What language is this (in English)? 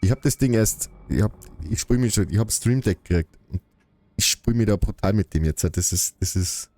Bavarian